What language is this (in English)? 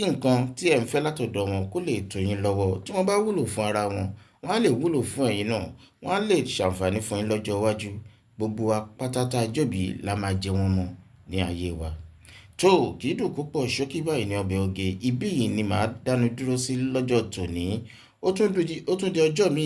Yoruba